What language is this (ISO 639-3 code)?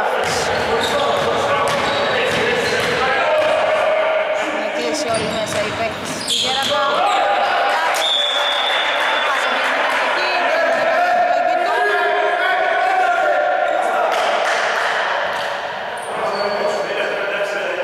ell